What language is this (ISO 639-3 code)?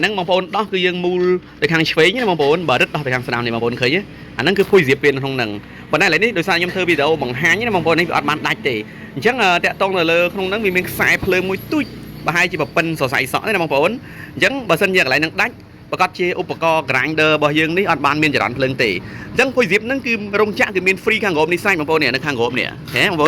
khm